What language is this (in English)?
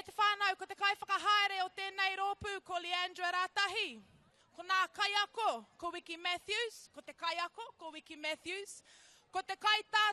Māori